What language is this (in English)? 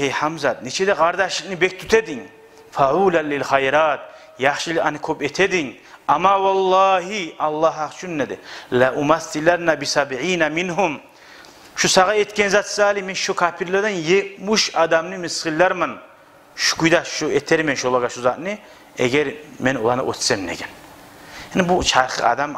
Kumyk